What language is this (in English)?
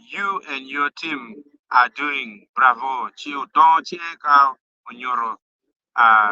Acoli